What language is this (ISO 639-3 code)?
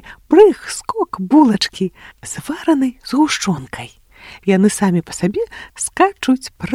bel